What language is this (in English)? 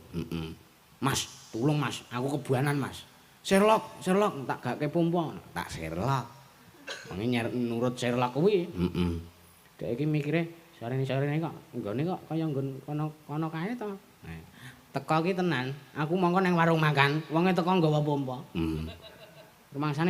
Javanese